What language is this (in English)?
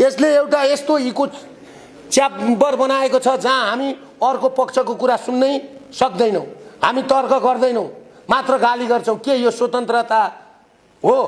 Nepali